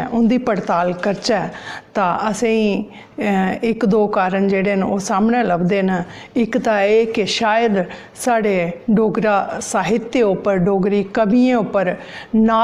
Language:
Dogri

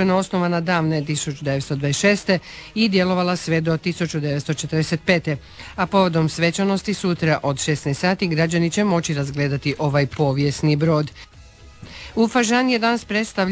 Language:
Croatian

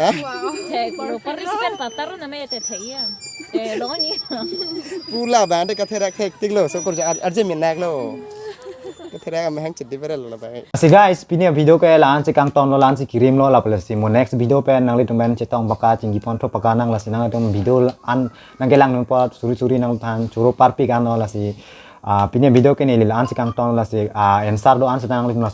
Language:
Karbi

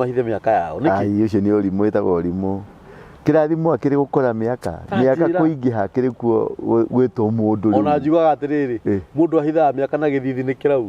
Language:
Kikuyu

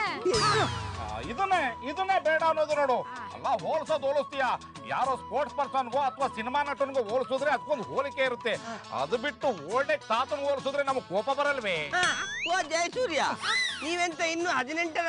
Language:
Kannada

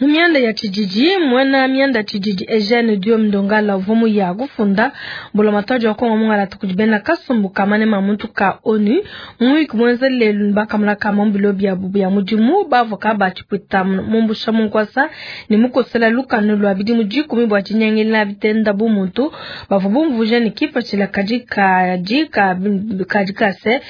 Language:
Luba-Lulua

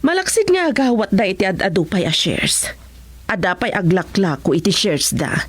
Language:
Iloko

